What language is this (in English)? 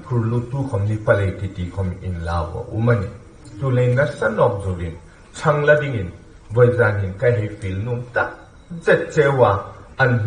Hmar